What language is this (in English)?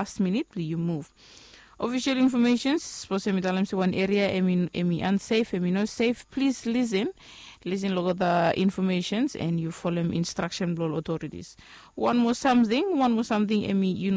Bislama